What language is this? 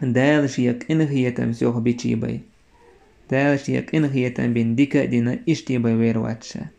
Chechen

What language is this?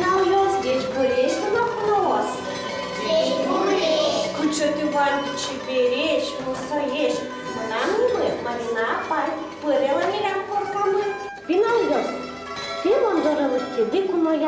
Udmurt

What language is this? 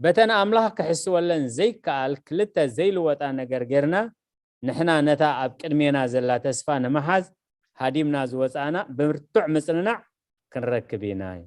Tigrinya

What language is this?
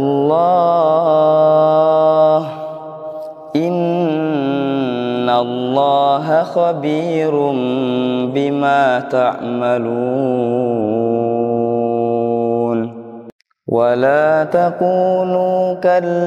Arabic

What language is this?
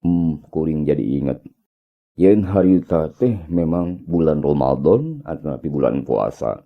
Sundanese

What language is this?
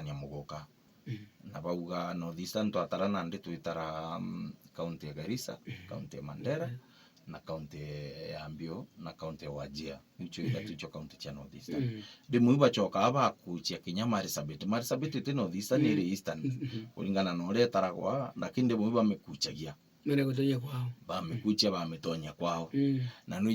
Meru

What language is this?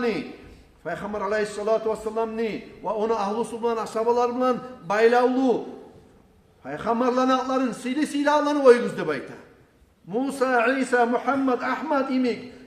Kumyk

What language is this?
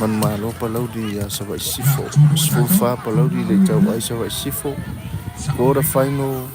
Samoan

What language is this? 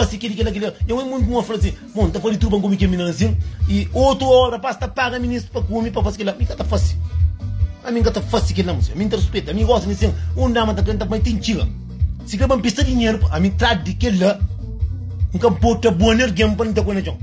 Kabuverdianu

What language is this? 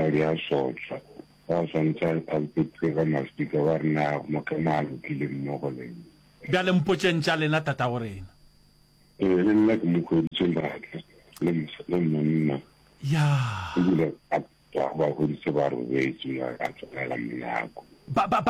Northern Sotho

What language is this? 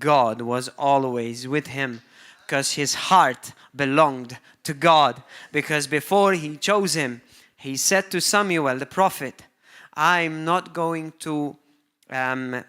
English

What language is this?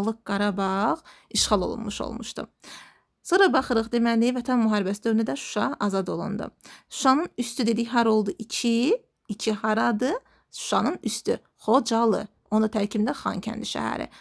Azerbaijani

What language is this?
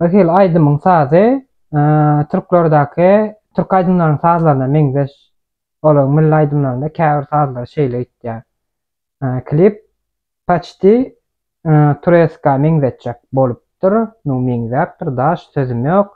Turkmen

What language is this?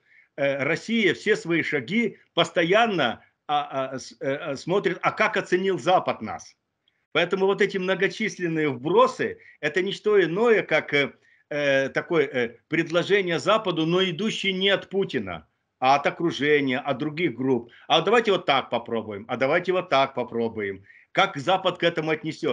Russian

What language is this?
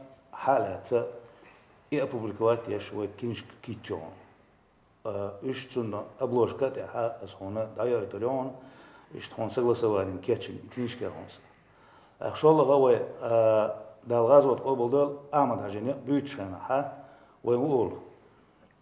Chechen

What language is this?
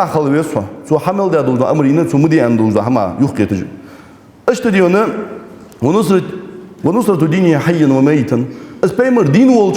Ingush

